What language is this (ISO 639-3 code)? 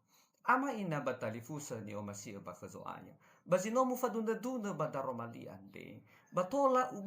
nia